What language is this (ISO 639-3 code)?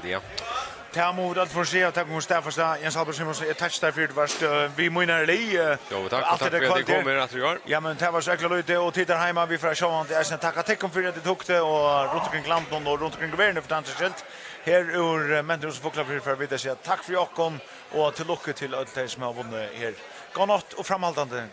fao